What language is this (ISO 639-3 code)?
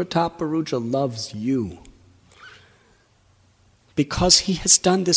eng